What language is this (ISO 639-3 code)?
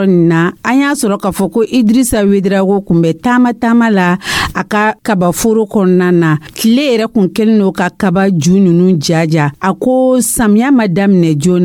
dyu